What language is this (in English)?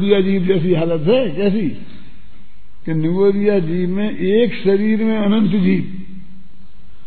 Hindi